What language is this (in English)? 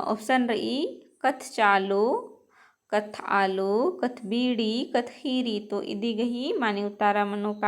Kurukh